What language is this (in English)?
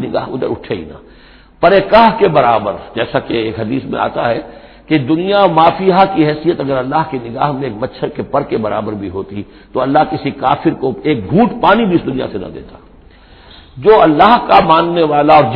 Urdu